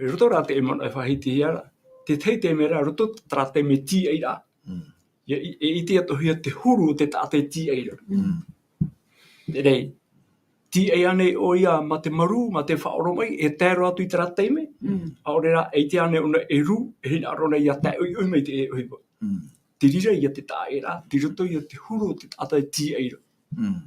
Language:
Tahitian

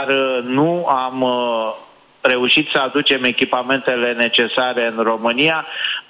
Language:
Romanian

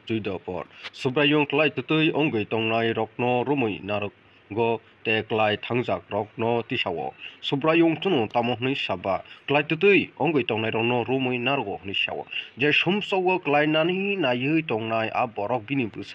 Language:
Kok Borok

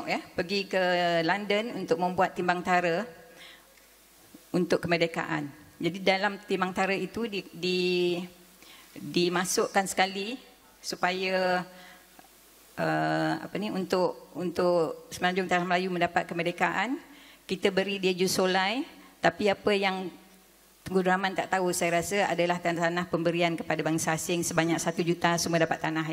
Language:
Malay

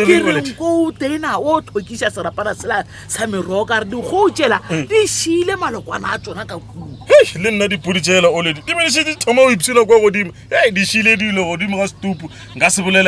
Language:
Northern Sotho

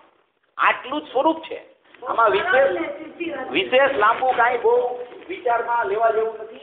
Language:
Gujarati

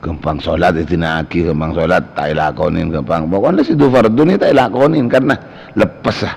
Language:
Madurese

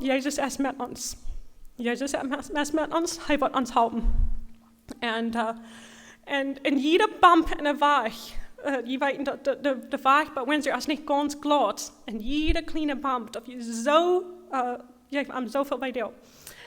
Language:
Plautdietsch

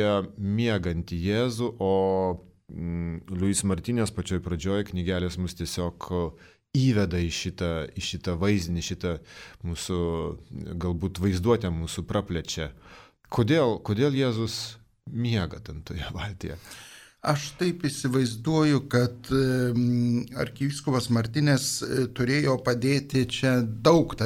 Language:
Lithuanian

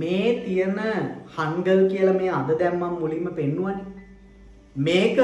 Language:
Sinhala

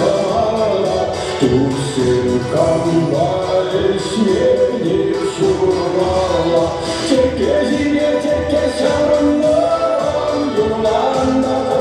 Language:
Chuvash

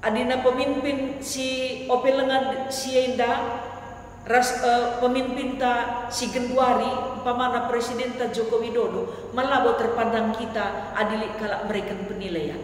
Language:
Batak Karo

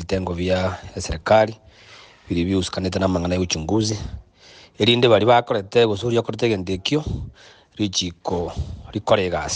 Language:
Gusii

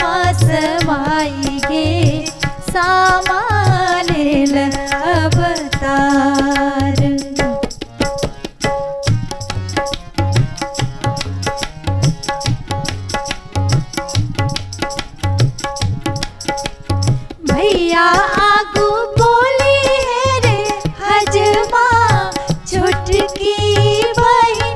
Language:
Bhojpuri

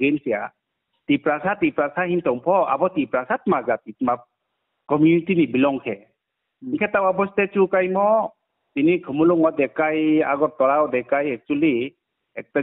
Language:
Riang (India)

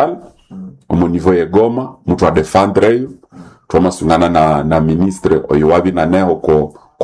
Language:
Nande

